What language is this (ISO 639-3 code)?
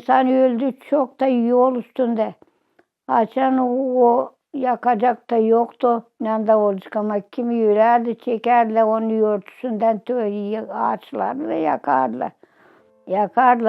gag